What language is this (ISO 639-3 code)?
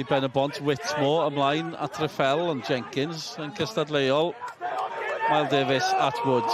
cym